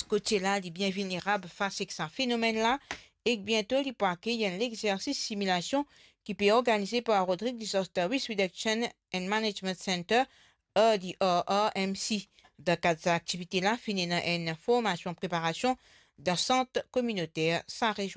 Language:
Morisyen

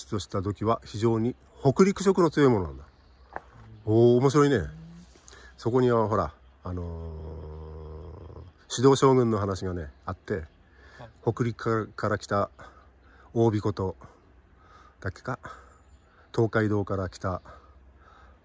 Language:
Japanese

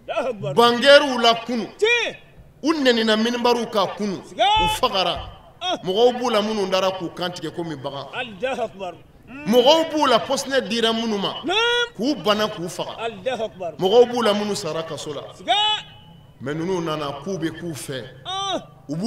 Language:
Bambara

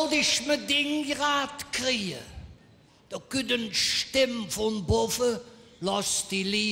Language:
Colognian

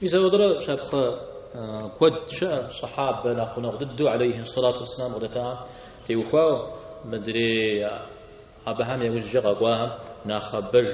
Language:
Kabardian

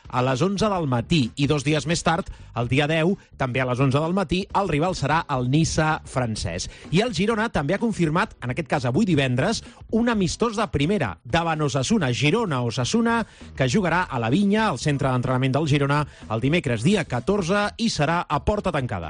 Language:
Catalan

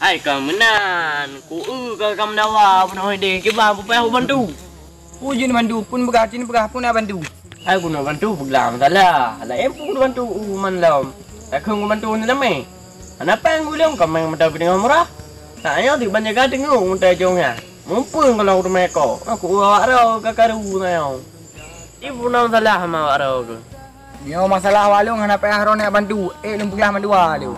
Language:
Achinese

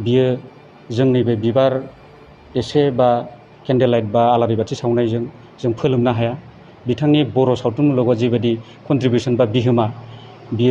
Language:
Bodo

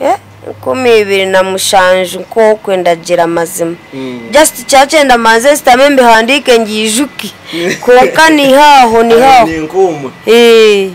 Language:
Nyankole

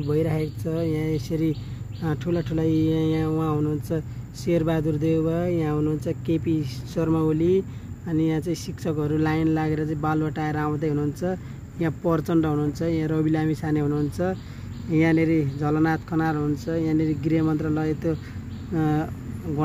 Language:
Nepali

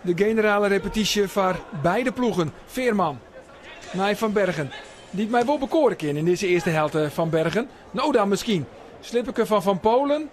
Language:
Western Frisian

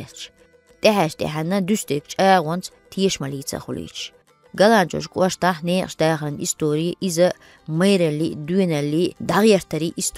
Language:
Chechen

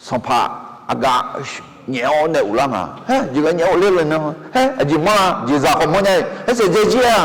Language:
Akha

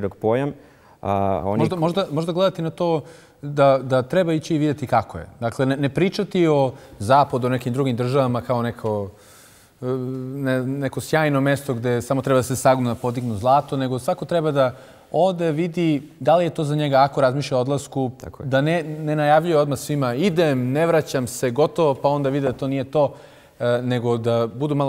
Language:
Bosnian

